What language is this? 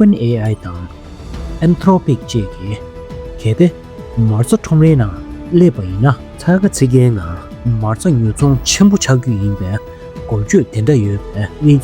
Tibetan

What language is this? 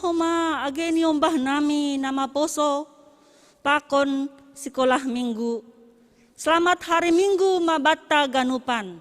Batak Simalungun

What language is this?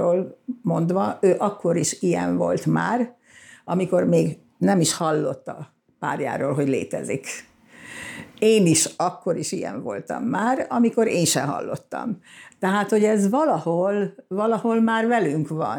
Hungarian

